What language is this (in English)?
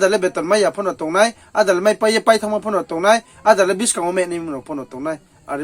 Riang (India)